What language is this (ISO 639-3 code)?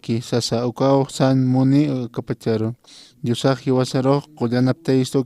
aym